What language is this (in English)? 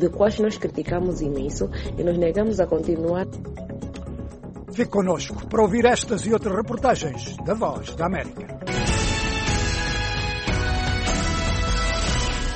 Portuguese